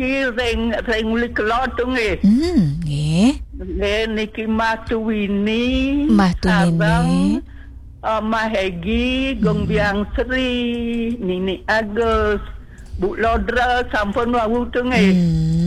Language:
Balinese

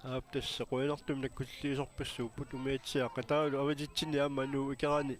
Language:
Kalaallisut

